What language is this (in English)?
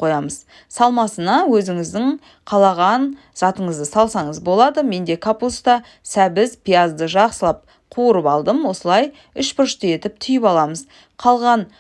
Kazakh